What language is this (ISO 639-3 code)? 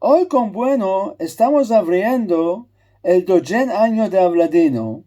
lad